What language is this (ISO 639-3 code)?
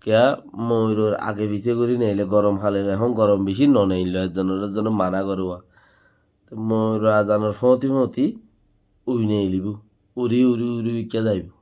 rhg